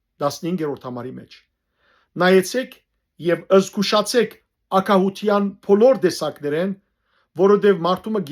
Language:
Western Armenian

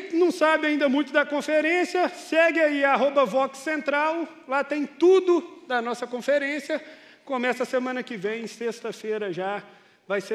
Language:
Portuguese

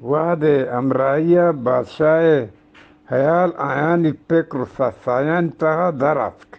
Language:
Eastern Balochi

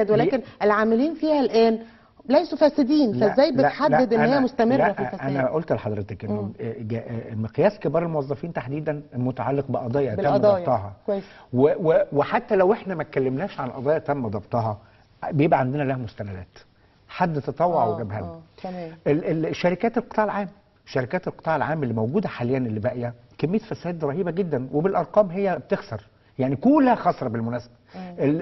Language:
Egyptian Arabic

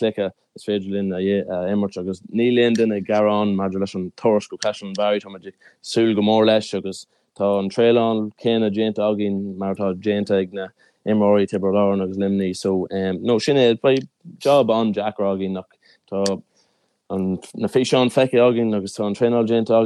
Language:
Irish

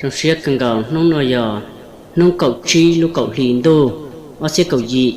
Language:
Hmong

